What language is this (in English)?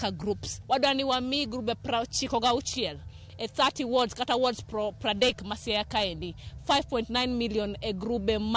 Luo (Kenya and Tanzania)